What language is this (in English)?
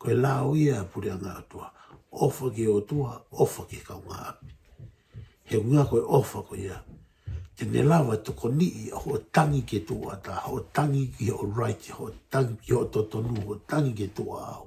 Tongan